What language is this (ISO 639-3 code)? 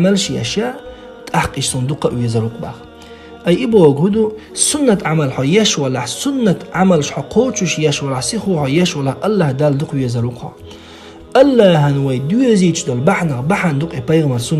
che